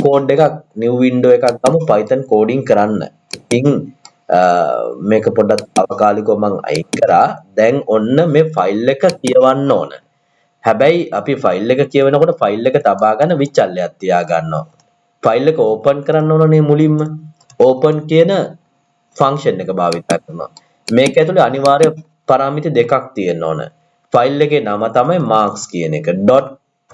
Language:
Sinhala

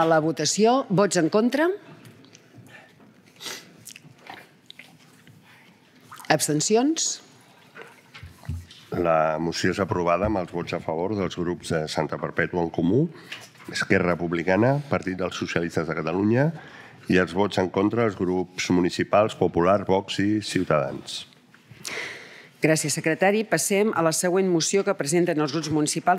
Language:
Catalan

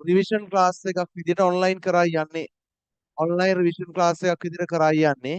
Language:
Sinhala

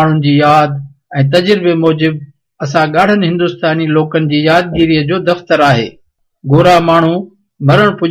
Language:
Sindhi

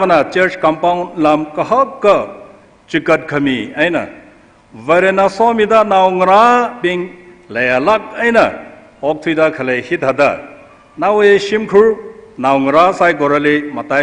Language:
Tangkhul Naga (India)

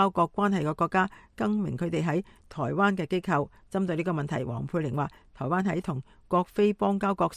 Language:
Cantonese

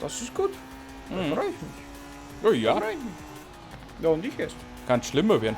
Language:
Bavarian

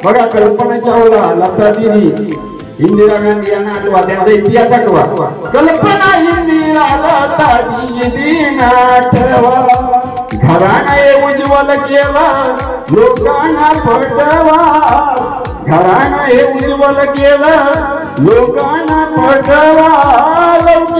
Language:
Marathi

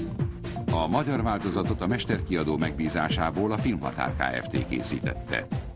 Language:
Hungarian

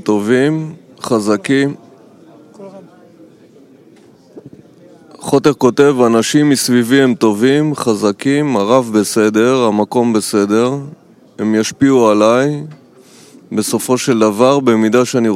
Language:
Hebrew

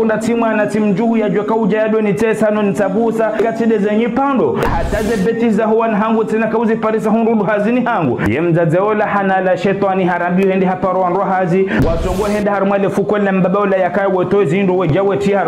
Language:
Ngazidja Comorian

